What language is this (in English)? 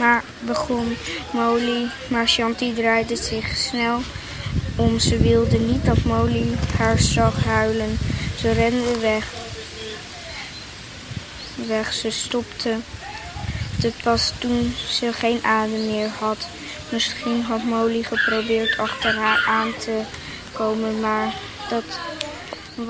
Dutch